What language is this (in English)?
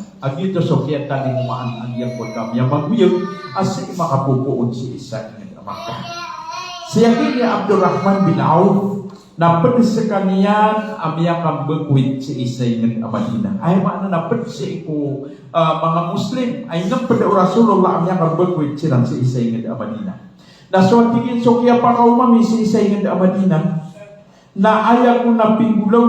Maranao